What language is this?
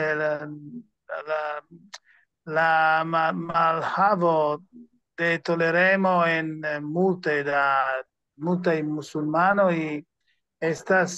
Esperanto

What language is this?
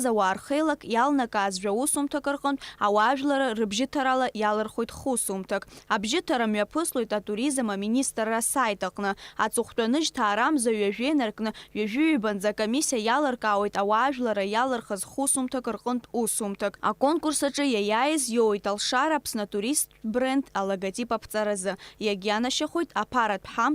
Abkhazian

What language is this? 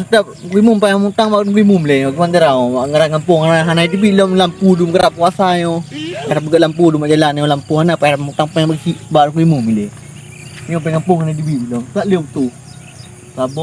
Achinese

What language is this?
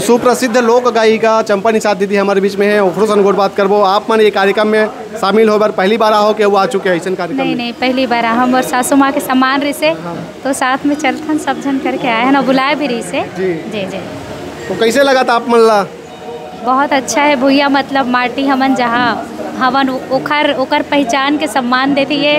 Chhattisgarhi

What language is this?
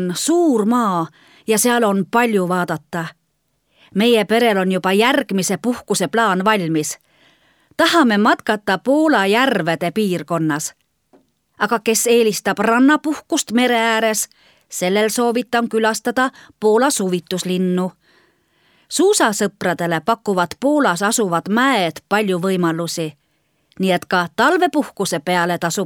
Estonian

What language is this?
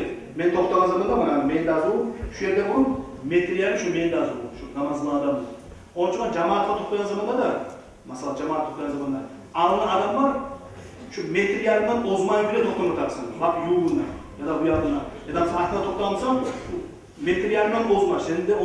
Kumyk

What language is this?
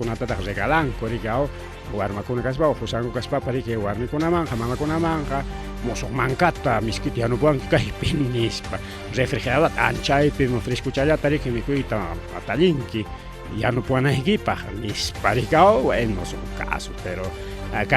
Ayacucho Quechua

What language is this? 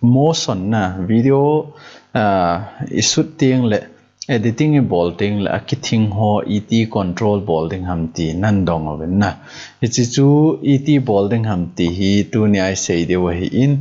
Thado Chin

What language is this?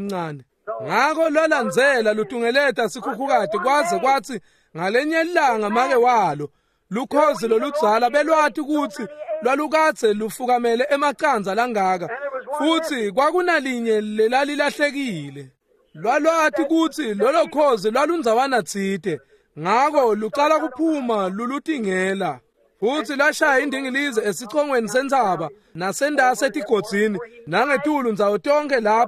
Swati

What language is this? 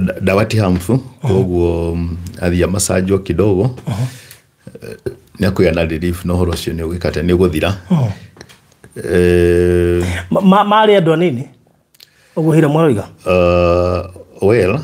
Kikuyu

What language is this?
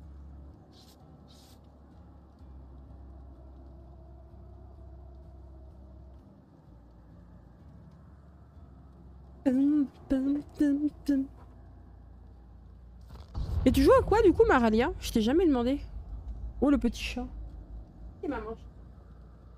French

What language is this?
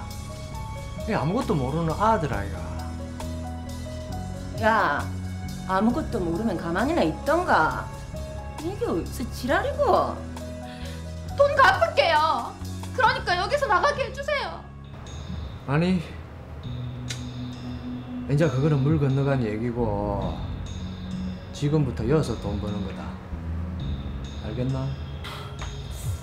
Korean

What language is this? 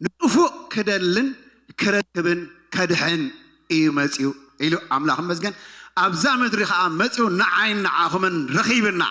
Tigrinya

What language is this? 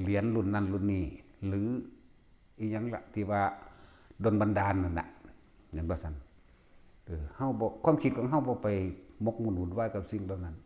Northeastern Thai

